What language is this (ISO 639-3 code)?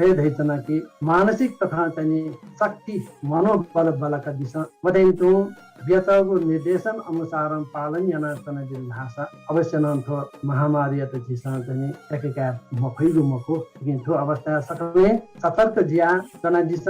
new